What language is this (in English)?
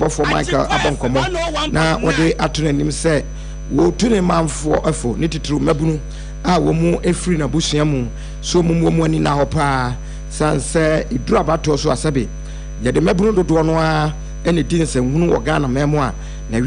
Akan